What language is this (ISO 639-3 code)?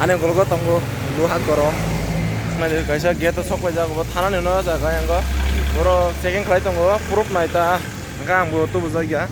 trp